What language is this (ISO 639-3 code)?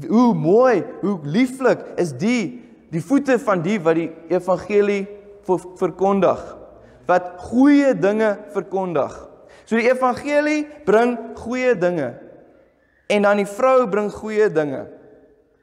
afr